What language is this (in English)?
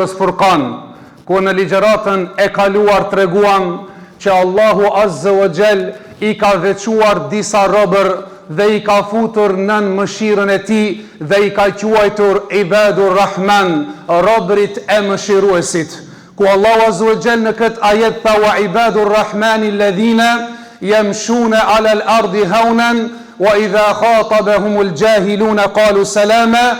Albanian